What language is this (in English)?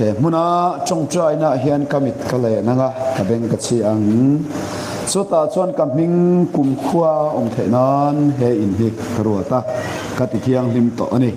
Mizo